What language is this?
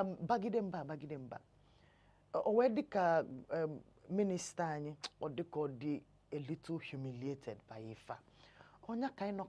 Igbo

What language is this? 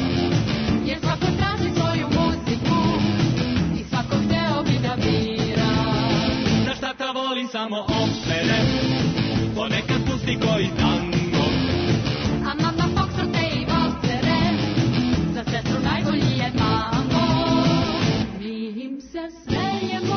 Serbian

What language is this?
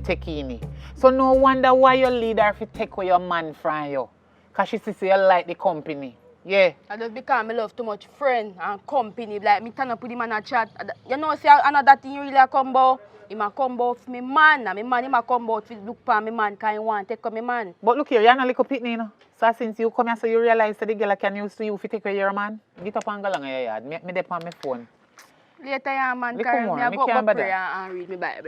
Jamaican Creole English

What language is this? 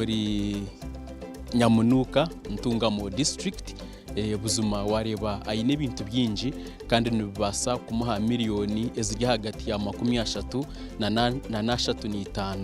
Nyankole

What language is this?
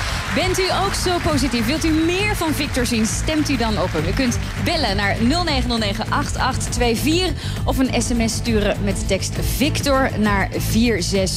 Dutch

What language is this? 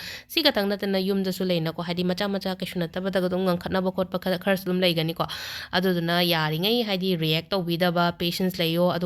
Manipuri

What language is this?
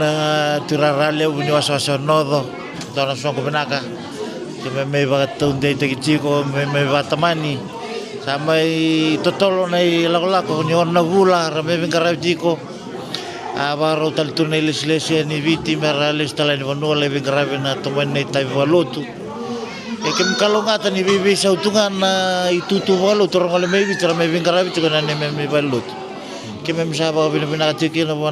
Fijian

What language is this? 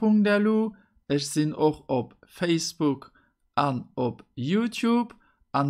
Luxembourgish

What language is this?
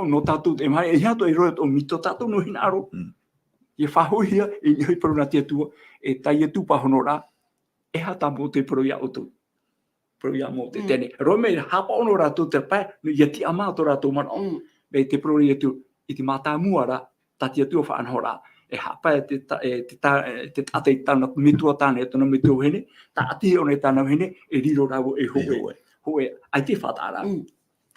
Tahitian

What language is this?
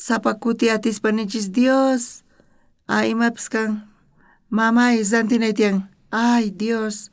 South Bolivian Quechua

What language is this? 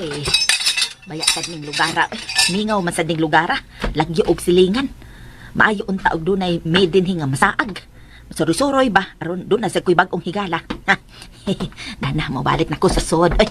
Cebuano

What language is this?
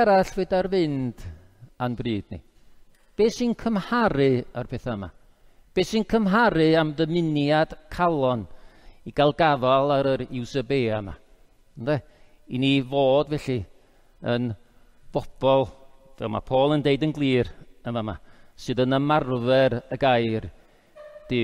Welsh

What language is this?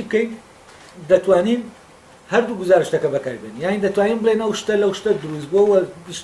Central Kurdish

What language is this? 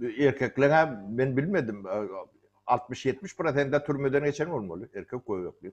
Turkmen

